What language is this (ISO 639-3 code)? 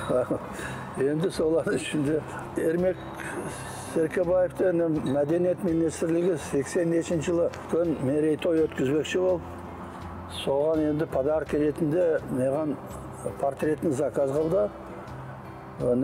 kaz